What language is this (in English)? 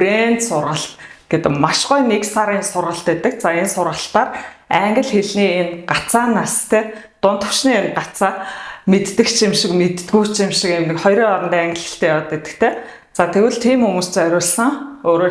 Mongolian